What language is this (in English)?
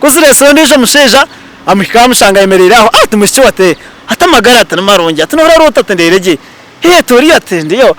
Nyankole